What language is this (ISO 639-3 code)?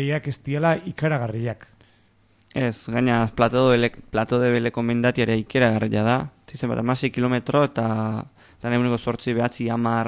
eus